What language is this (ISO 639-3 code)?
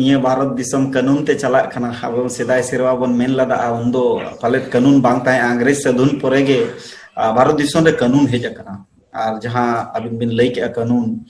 sat